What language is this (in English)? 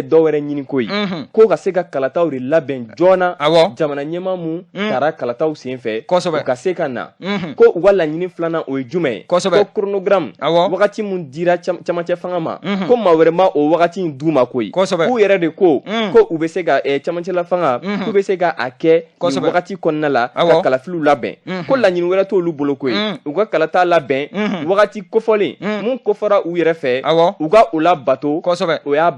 Bambara